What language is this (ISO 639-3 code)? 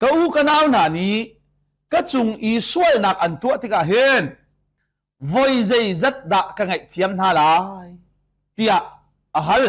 cnh